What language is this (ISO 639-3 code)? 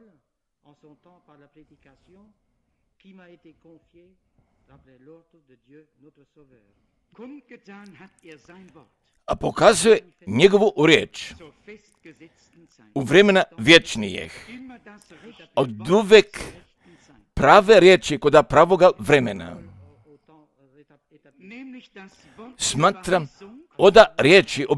hrv